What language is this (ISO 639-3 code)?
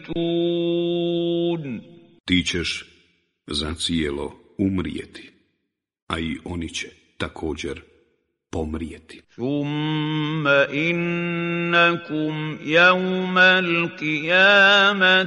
bos